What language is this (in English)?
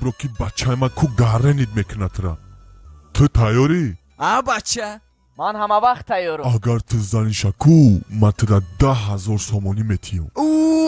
Tajik